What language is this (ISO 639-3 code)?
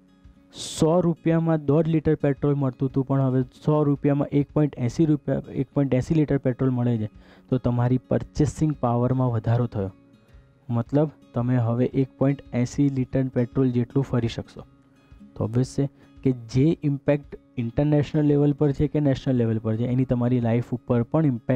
guj